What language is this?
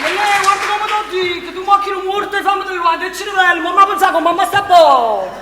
Neapolitan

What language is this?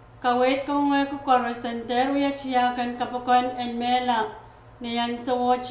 Pohnpeian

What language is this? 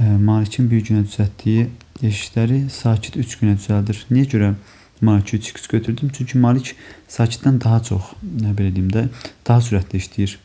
Azerbaijani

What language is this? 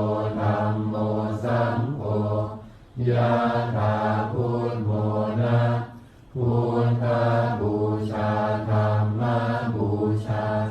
Pali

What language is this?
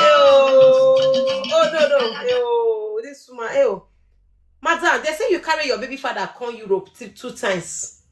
Nigerian Pidgin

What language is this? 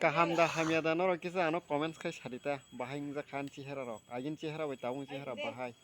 Kok Borok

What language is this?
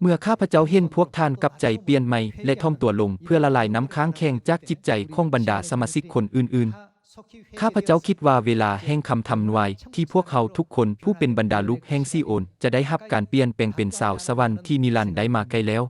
Lao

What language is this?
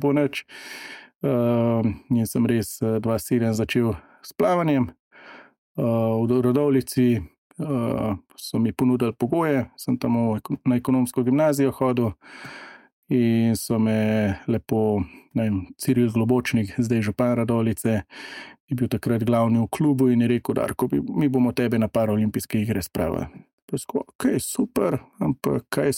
Slovenian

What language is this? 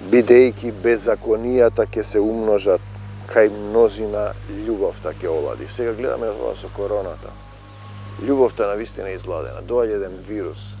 Macedonian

